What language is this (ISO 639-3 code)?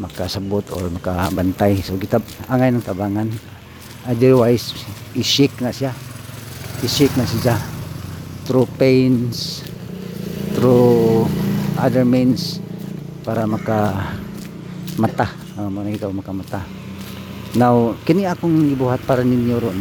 ceb